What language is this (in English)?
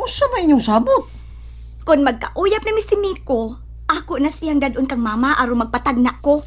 Cebuano